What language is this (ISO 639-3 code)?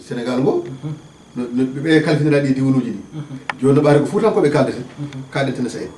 ful